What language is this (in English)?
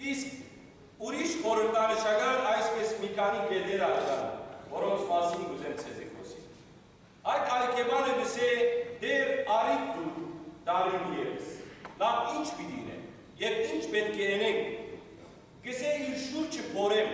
Western Armenian